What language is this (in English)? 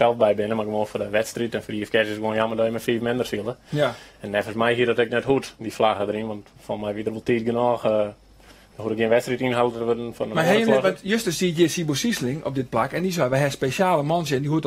Western Frisian